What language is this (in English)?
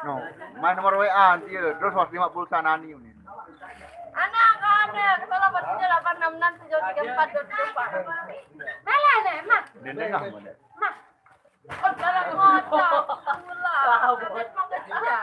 Sasak